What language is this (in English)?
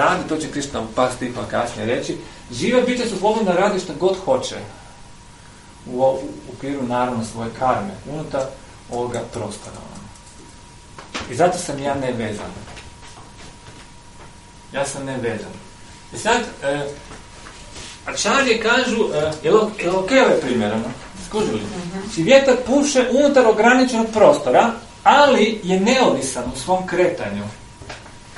Croatian